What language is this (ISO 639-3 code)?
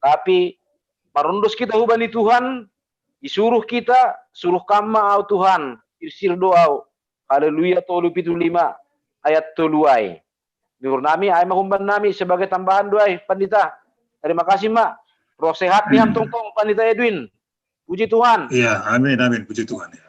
bts